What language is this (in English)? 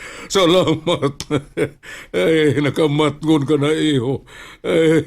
Cebuano